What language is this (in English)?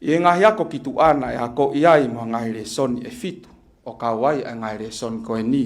Tongan